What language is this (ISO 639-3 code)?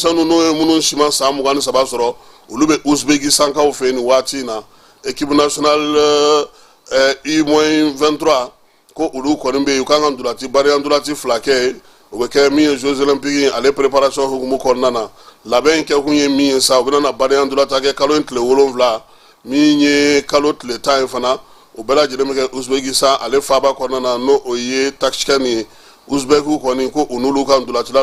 bam